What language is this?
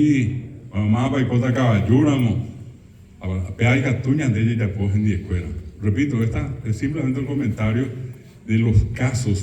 Guarani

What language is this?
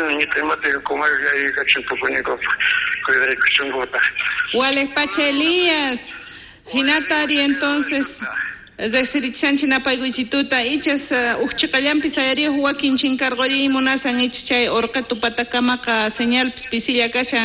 South Bolivian Quechua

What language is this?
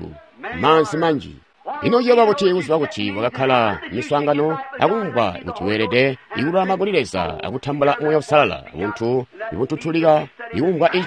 Tonga (Zambia)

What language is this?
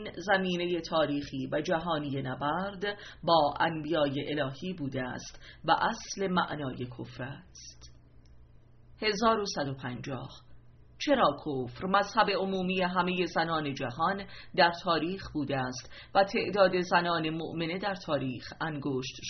Persian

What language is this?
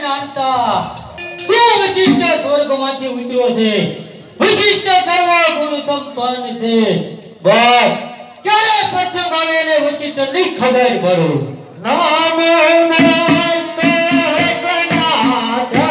Gujarati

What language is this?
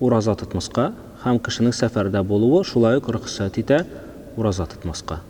Tatar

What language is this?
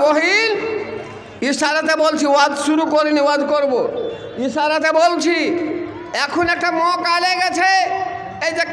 Bangla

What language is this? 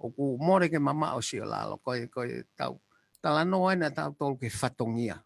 Tongan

